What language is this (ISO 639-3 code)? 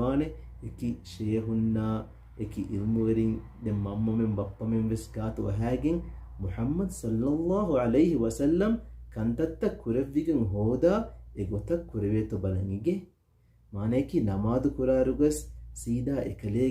div